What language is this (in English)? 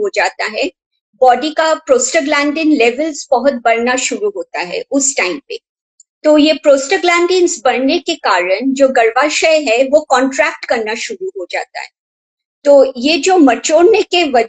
Hindi